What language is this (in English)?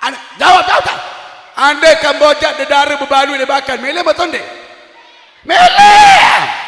Sasak